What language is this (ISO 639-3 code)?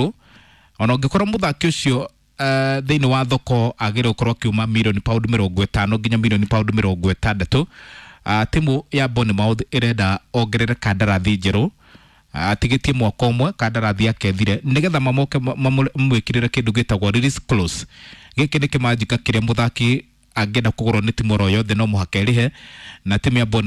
kik